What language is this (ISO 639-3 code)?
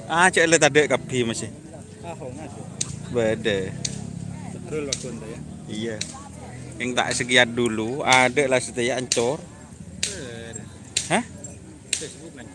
mad